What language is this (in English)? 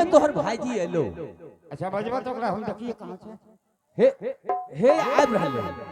Angika